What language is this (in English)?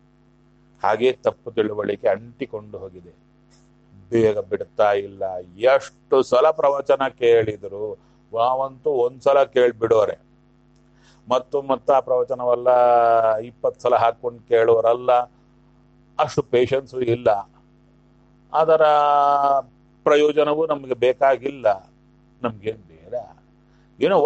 Kannada